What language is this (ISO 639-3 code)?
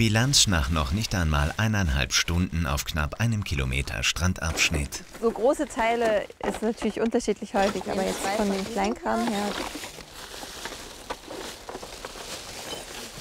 deu